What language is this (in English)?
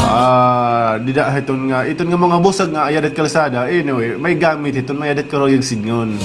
Waray